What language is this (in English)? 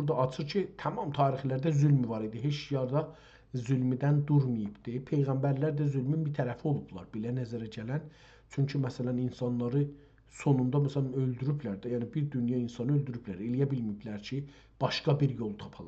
South Azerbaijani